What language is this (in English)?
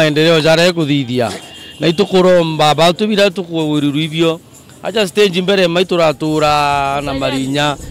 Meru